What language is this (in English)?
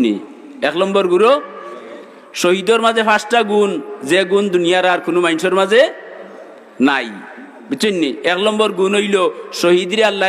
Sylheti